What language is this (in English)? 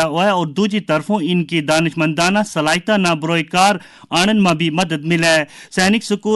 Gujari